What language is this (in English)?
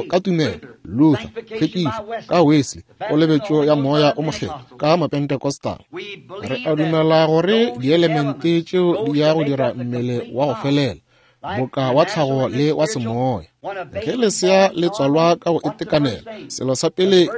Northern Sotho